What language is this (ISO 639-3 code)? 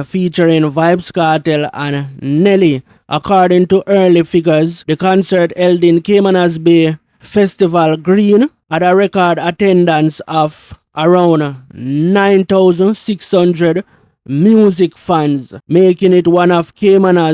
jam